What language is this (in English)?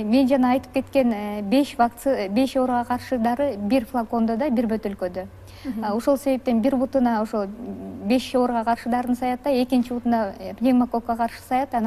Kyrgyz